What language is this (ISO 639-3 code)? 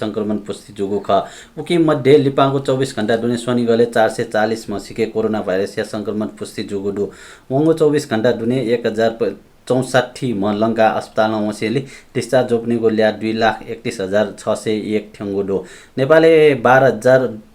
new